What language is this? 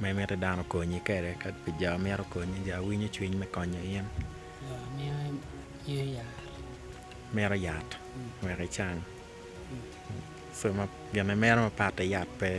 Acoli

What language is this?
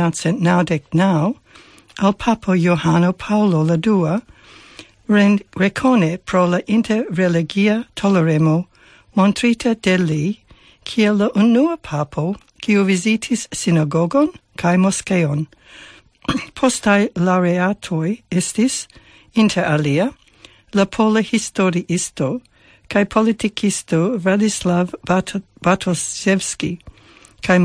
Esperanto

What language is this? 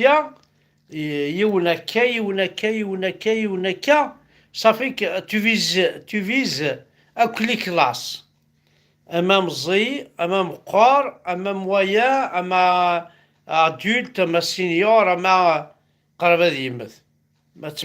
Kabyle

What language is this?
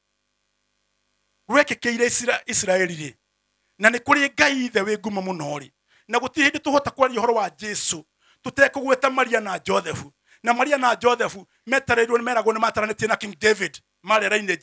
Kikuyu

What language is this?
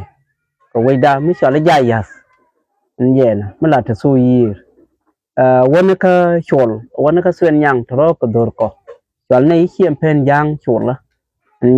Nuer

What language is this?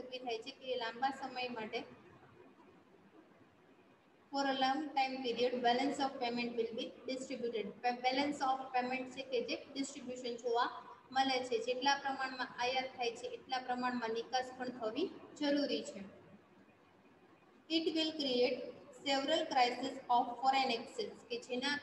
Gujarati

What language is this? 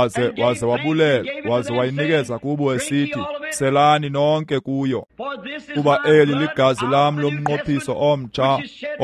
Xhosa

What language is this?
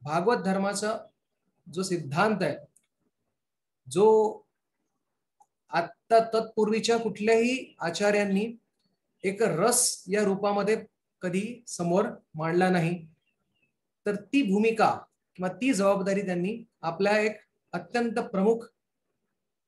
Marathi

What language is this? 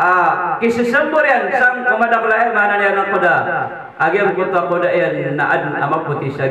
Maranao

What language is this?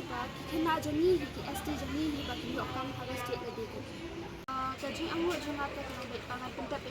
Khasi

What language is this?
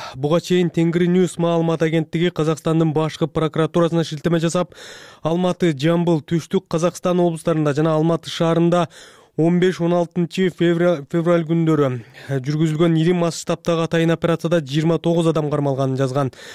Kyrgyz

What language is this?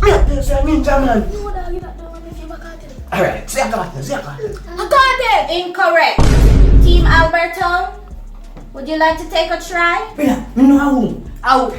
Jamaican Creole English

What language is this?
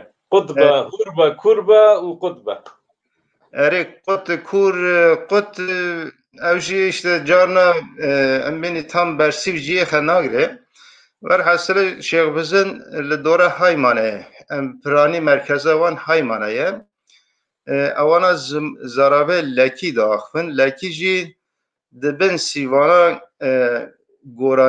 Kurdish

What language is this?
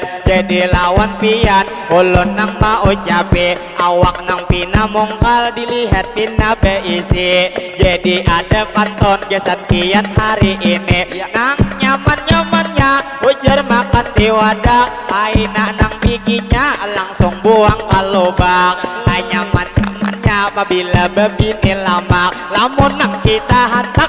Banjar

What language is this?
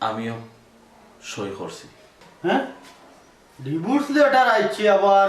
Sylheti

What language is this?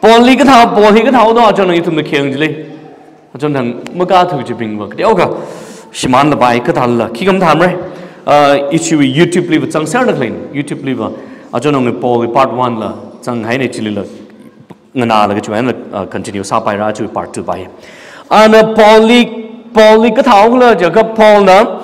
Tangkhul Naga (India)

